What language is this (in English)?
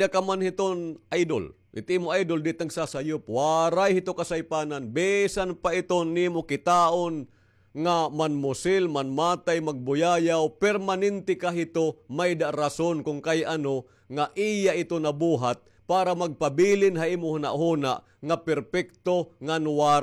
Waray